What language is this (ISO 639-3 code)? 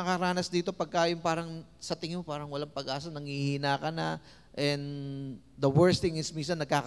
fil